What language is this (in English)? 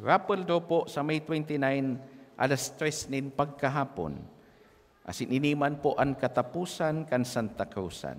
Bikol